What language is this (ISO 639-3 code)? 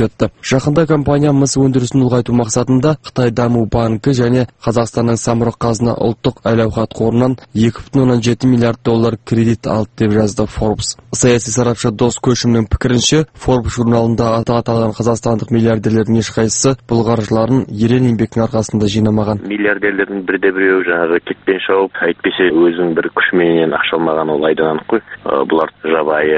kaz